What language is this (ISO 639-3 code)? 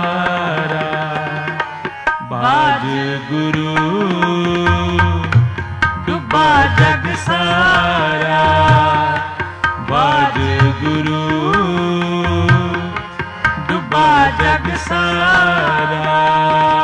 hin